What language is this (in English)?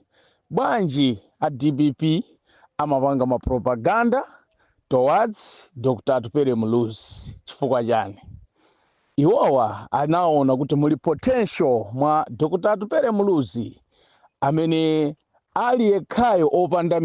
Nyanja